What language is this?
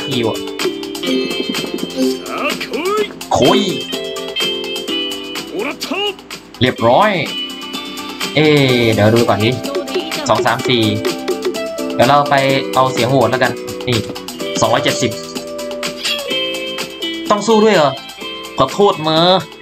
Thai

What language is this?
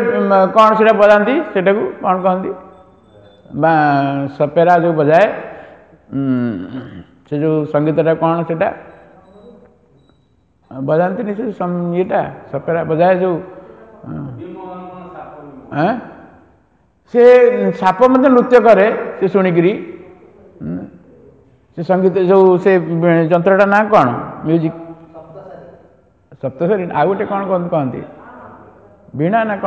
Odia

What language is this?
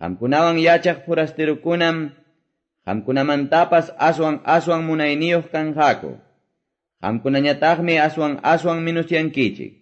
Quechua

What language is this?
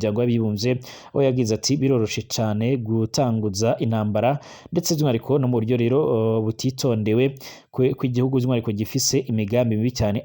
Rundi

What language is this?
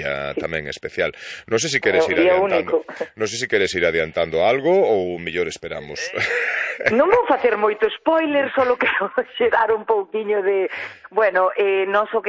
Galician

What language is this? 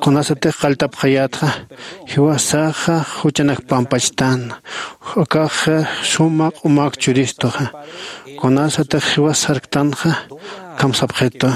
Aymara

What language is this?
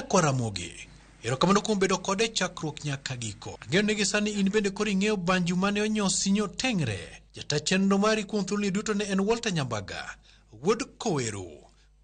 Luo (Kenya and Tanzania)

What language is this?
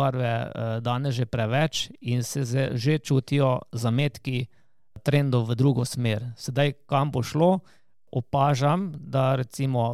Slovenian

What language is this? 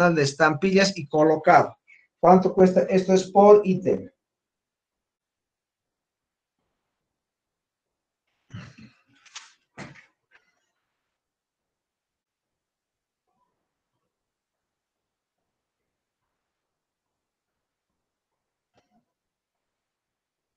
Spanish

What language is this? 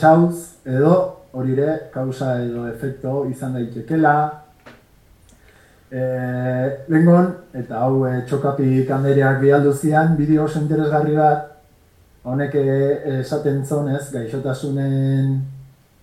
Basque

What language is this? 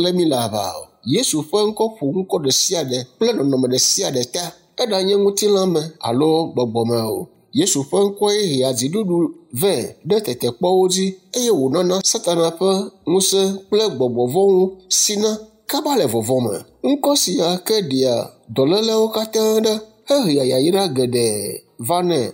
Ewe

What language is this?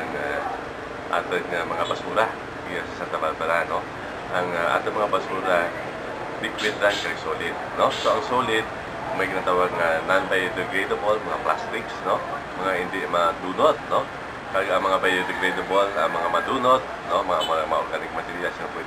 Hiligaynon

